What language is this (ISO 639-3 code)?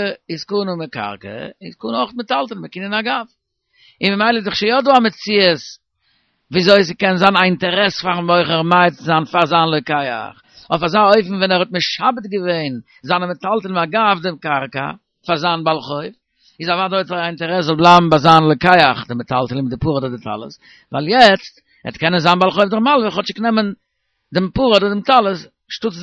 yid